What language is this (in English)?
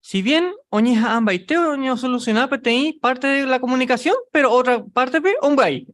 Guarani